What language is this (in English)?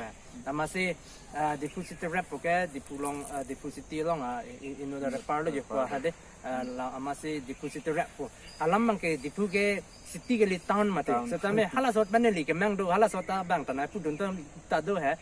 Karbi